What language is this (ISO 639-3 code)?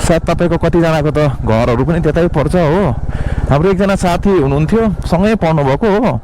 nep